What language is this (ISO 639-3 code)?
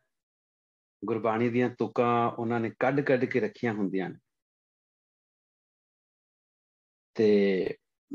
pan